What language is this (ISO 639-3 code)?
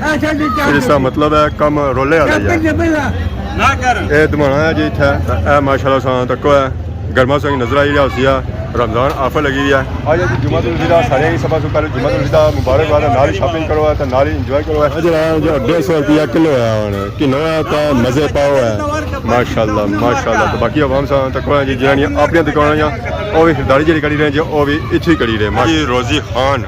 phr